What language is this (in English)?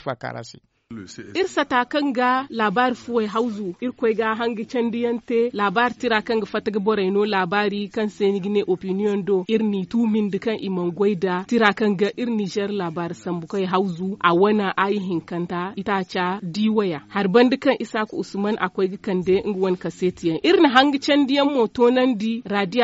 Zarma